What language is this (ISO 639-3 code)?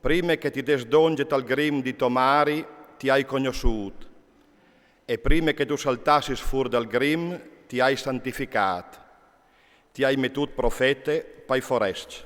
fur